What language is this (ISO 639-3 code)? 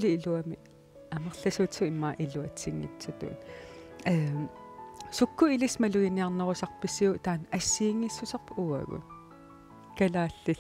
kal